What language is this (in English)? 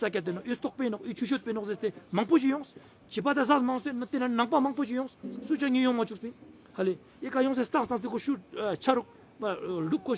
Ladakhi